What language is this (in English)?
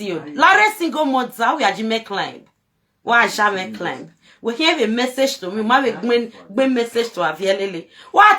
Nigerian Pidgin